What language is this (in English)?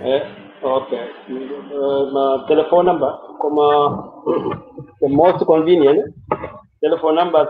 Kalenjin